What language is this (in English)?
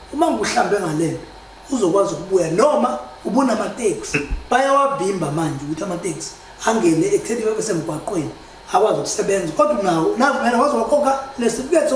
Zulu